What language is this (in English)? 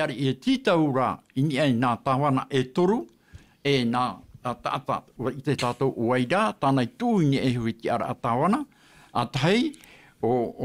Tahitian